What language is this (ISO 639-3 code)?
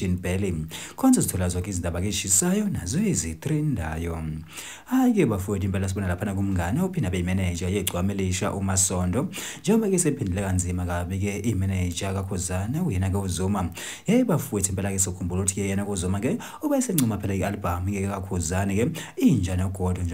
zul